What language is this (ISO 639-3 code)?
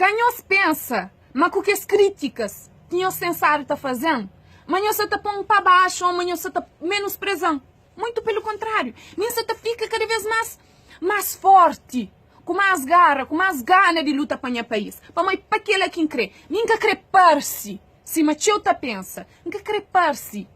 kea